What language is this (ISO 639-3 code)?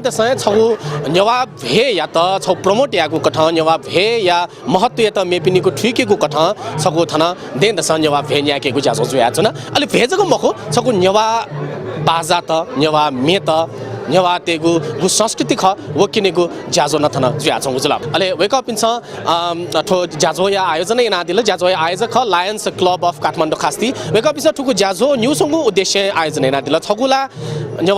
new